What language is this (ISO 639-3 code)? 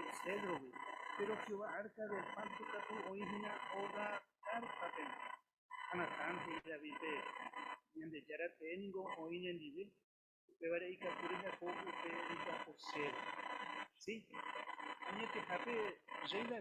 grn